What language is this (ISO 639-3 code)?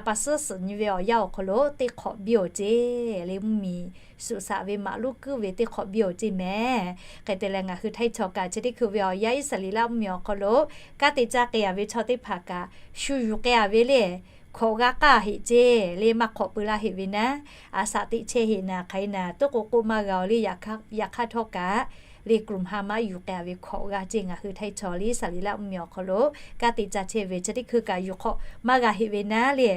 lhu